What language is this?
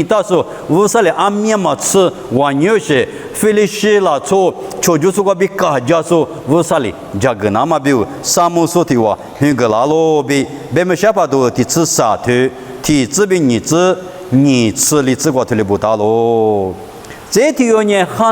Lisu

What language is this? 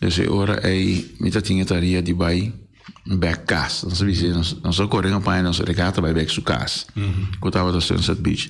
Papiamento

